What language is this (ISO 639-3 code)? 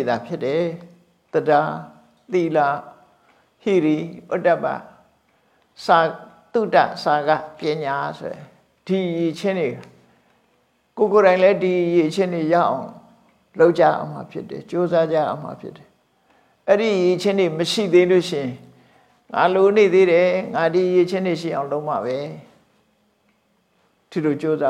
mya